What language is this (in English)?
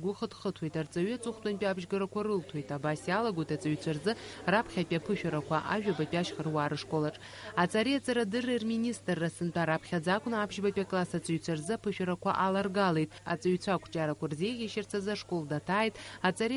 Abkhazian